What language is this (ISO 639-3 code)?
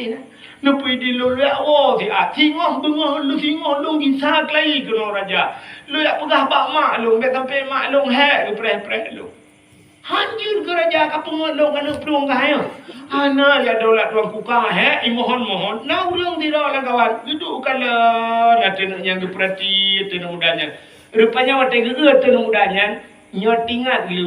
ace